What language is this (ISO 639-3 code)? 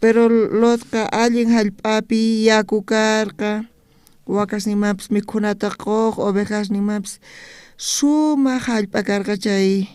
quh